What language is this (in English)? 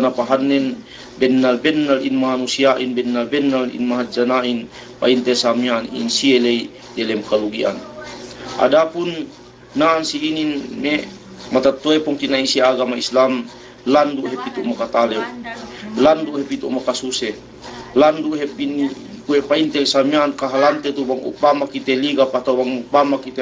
Yakan